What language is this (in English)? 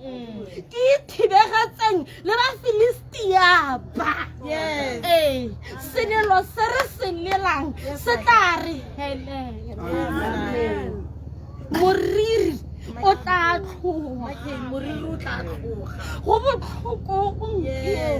Tswana